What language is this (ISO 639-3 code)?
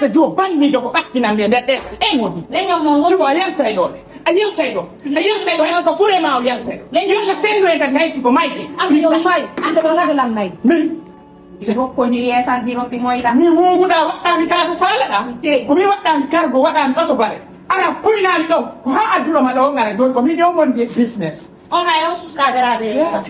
ful